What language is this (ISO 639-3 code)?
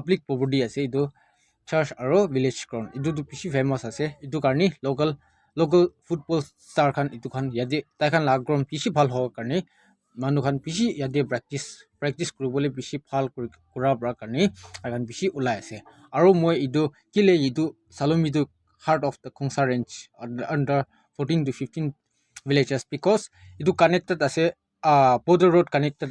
nag